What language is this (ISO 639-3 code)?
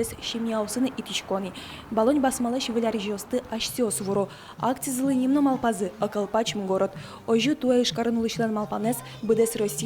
udm